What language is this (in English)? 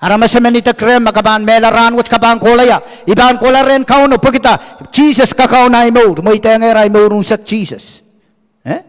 Pohnpeian